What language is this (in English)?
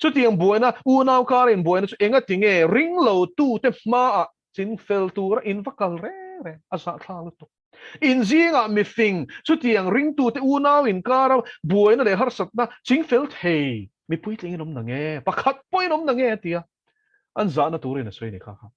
Mizo